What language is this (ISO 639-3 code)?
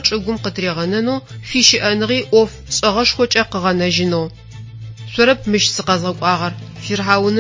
ady